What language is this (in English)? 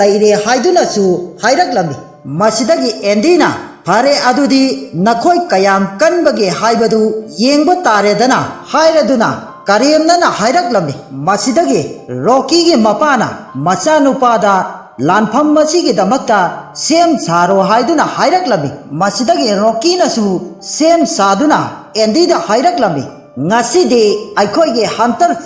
Manipuri